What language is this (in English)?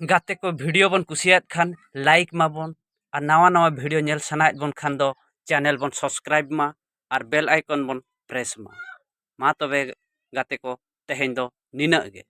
Santali